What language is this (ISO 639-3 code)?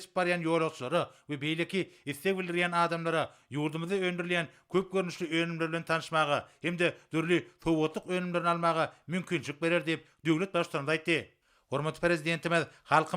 tuk